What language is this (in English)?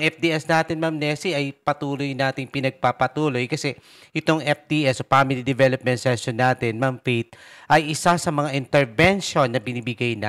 Filipino